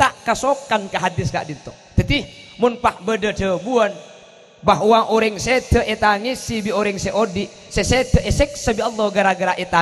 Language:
Madurese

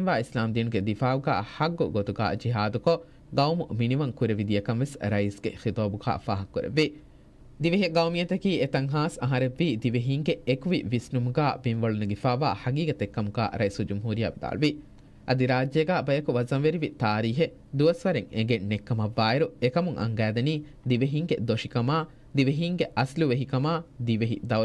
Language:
Divehi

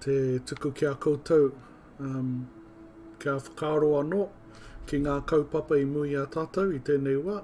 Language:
Māori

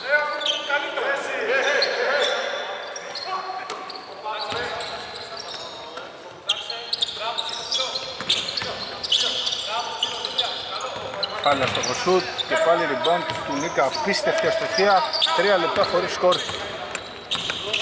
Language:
Greek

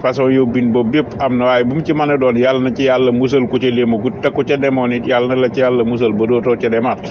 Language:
Wolof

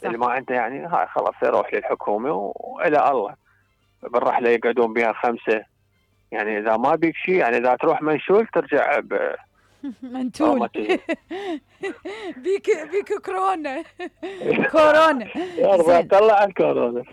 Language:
Mesopotamian Arabic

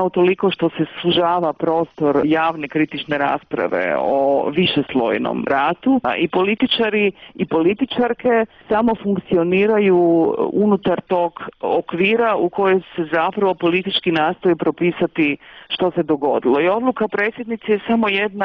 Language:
Croatian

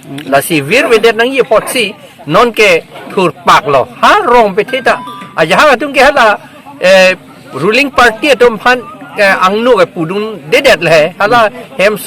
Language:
Karbi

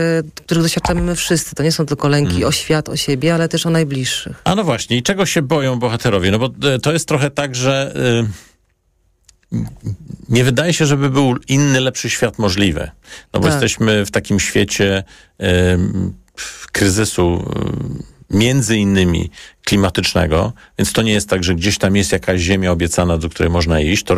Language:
Polish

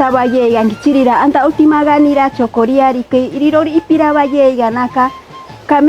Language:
Machiguenga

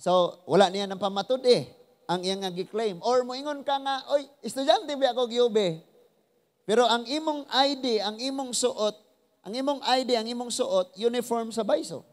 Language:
Cebuano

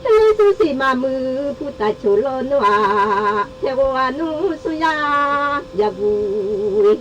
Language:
Akha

